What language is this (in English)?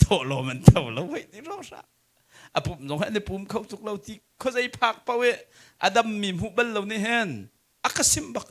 Hakha Chin